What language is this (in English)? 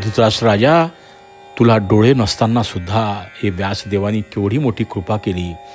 Marathi